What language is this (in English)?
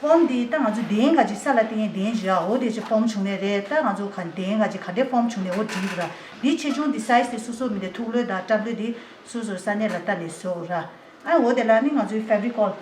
Tibetan